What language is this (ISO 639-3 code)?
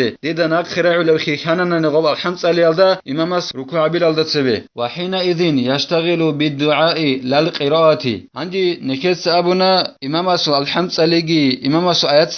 ava